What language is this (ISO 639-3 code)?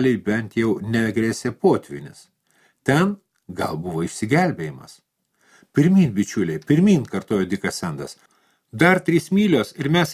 lit